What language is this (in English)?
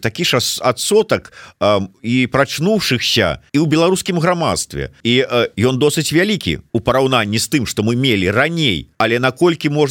Belarusian